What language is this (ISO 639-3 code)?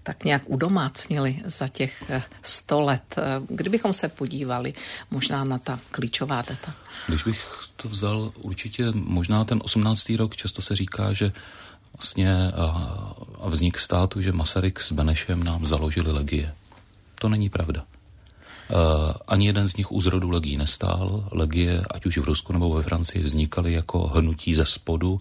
ces